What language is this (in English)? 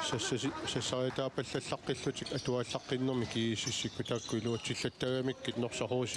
Kalaallisut